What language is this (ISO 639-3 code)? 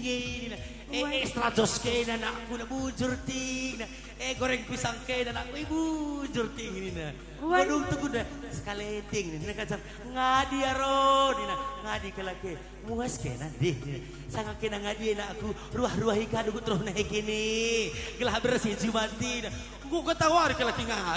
btx